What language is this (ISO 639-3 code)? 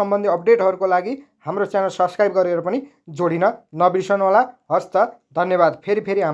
nep